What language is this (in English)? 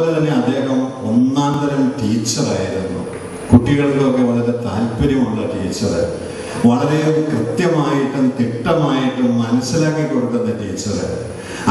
Malayalam